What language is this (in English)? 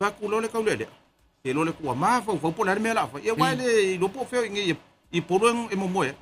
Samoan